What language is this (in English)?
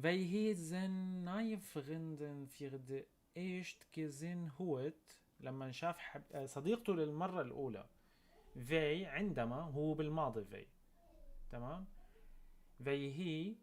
North Levantine Arabic